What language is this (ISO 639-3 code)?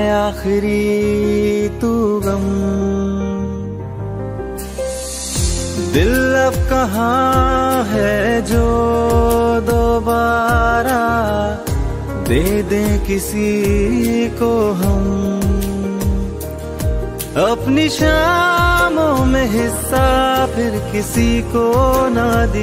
hin